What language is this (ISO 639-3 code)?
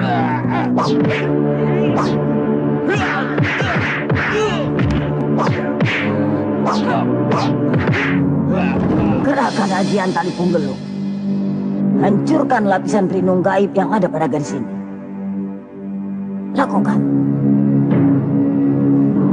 ind